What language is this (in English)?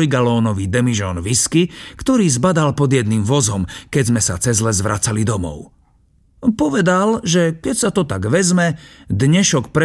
Slovak